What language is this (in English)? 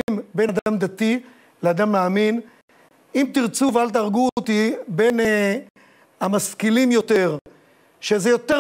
Hebrew